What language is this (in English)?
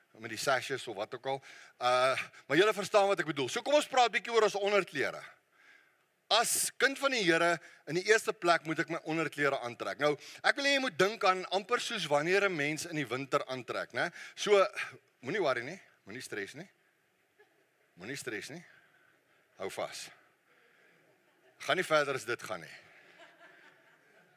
Afrikaans